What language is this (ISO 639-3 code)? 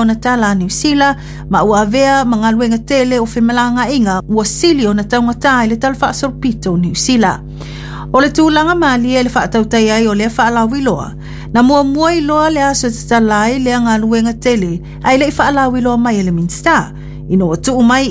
smo